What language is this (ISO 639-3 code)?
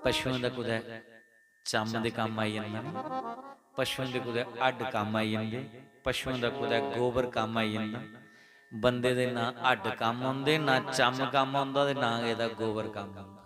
doi